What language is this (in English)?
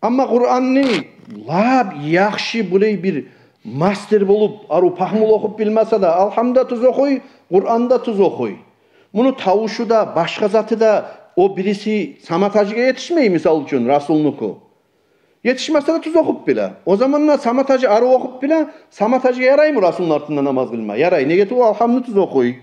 Kumyk